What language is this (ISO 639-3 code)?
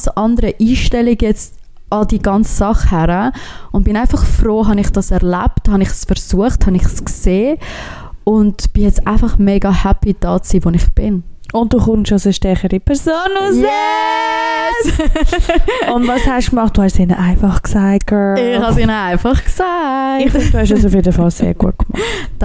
deu